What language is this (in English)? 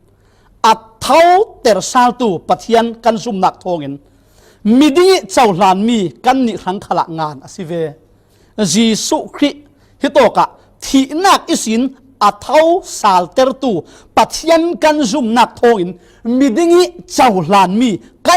Falam Chin